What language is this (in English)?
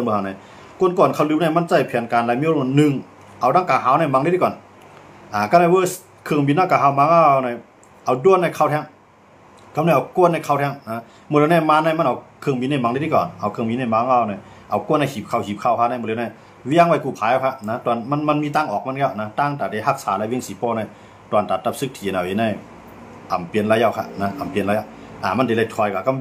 Shan